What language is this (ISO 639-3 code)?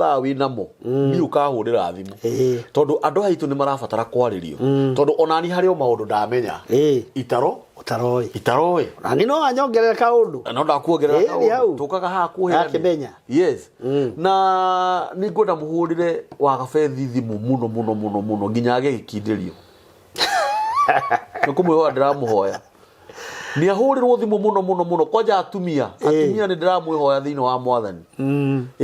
kik